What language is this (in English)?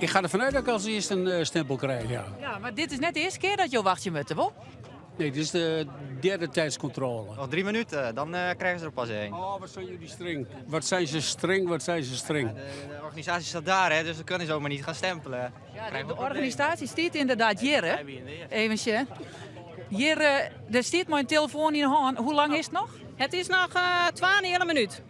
Western Frisian